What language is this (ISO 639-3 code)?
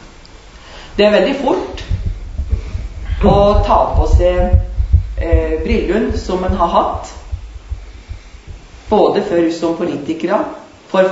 nor